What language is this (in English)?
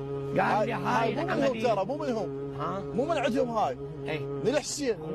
Mesopotamian Arabic